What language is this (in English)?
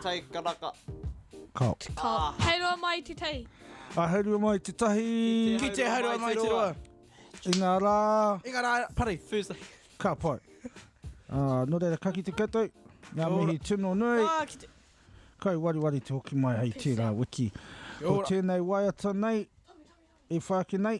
Māori